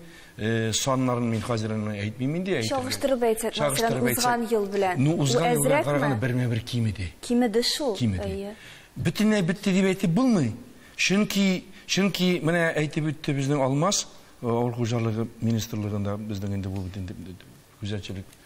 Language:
Tatar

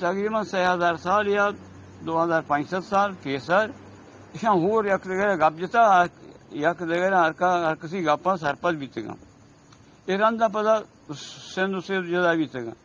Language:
Eastern Balochi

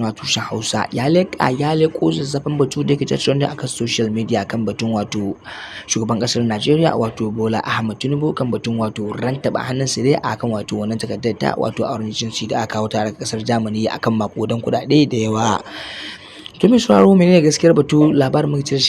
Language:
Hausa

